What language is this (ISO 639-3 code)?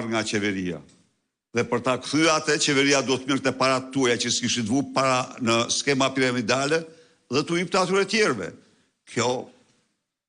sqi